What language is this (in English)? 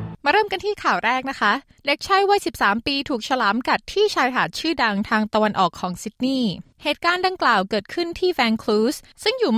Thai